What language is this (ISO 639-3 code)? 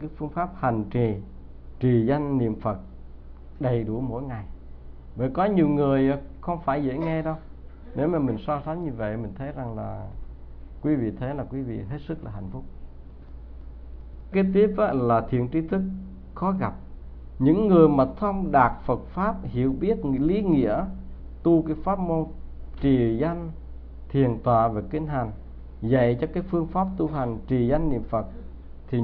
vie